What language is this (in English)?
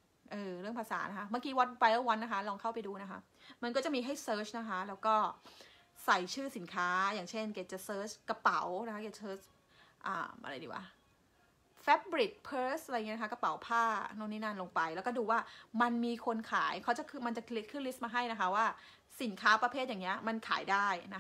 Thai